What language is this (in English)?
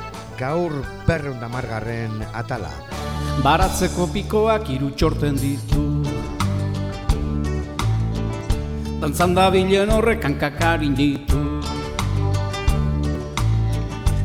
Basque